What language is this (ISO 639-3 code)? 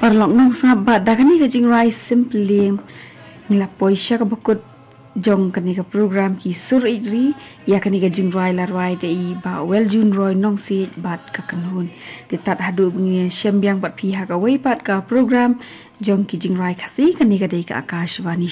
kha